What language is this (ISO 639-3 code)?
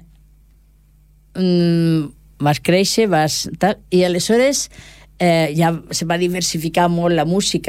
cat